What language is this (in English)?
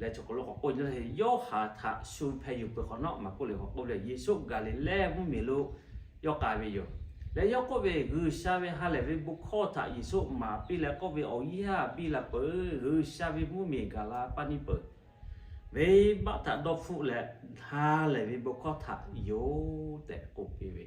Lahu